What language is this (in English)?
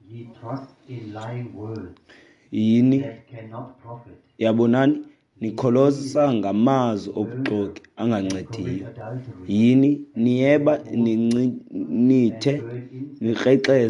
Xhosa